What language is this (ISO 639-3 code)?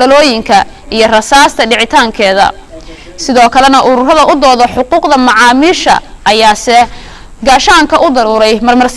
som